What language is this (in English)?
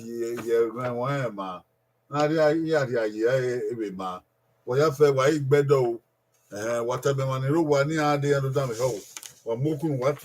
Bini